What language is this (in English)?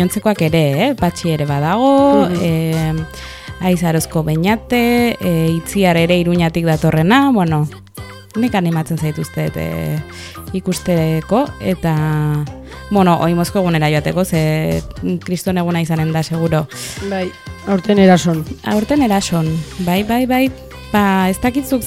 Basque